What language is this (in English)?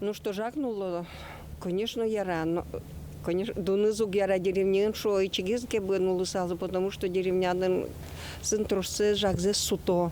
Udmurt